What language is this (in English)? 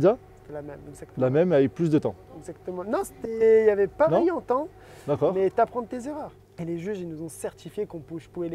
French